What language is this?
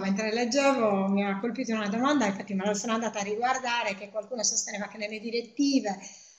Italian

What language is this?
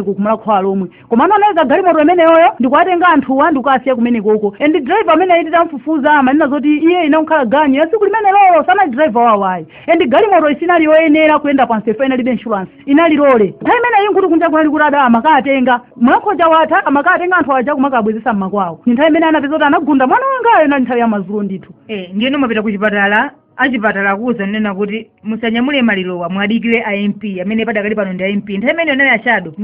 Nyanja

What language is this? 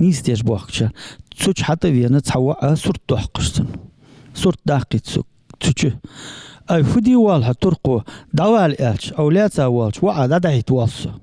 Ingush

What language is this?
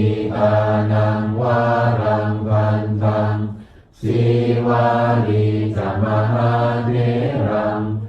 Pali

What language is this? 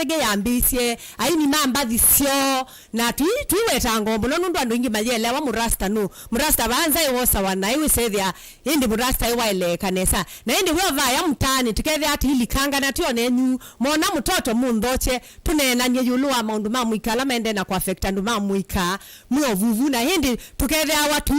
Kamba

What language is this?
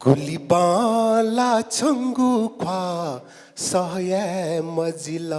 Newari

